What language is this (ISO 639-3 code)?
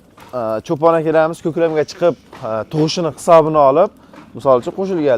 uzb